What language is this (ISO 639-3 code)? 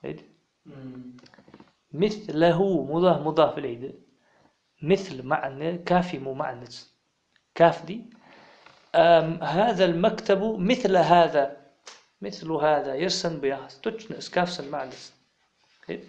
inh